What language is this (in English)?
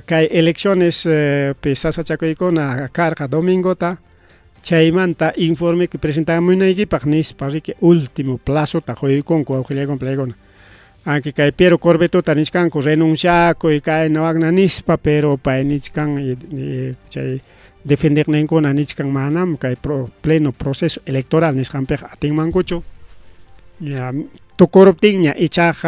Ayacucho Quechua